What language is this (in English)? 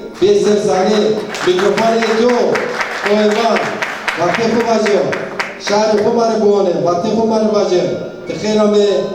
Zaza